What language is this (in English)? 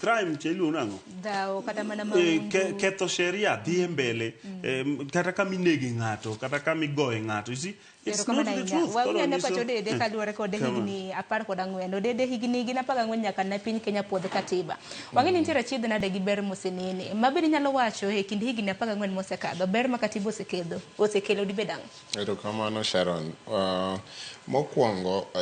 Luo (Kenya and Tanzania)